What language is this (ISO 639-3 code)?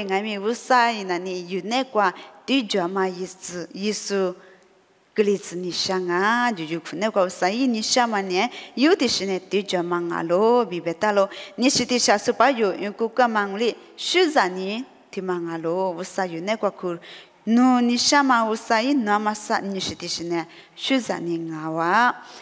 lis